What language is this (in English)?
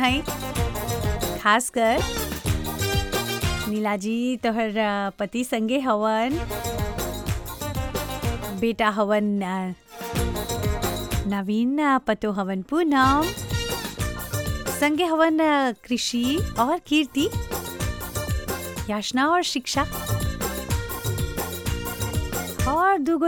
Bhojpuri